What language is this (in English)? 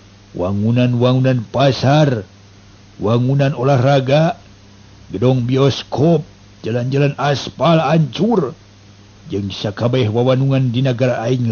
Sundanese